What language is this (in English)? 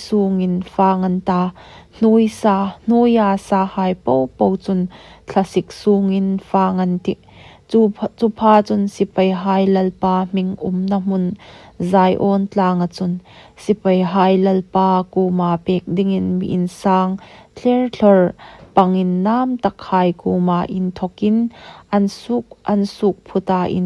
Hmar